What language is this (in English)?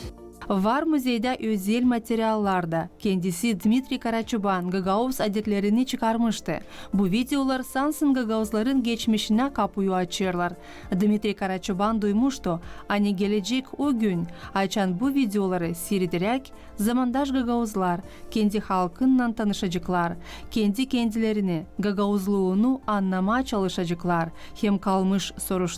Gagauz